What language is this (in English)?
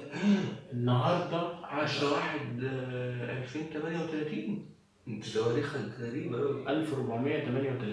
Egyptian Arabic